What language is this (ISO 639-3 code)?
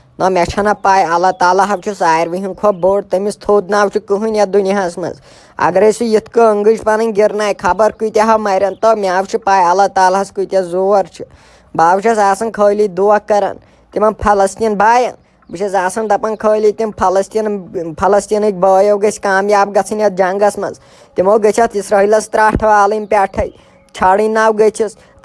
kas